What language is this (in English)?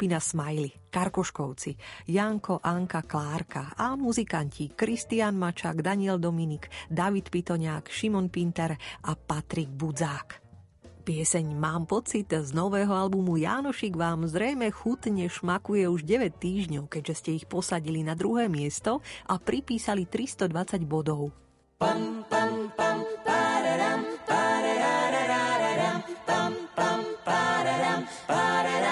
Slovak